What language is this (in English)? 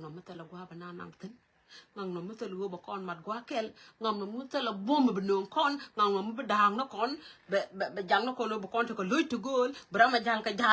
Nuer